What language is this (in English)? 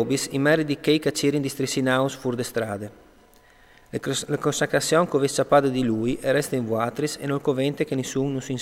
Friulian